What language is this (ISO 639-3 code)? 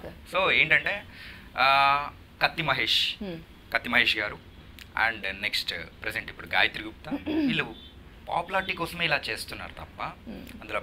tel